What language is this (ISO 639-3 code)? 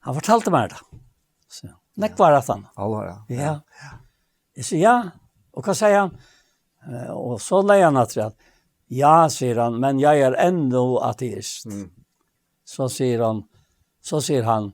fao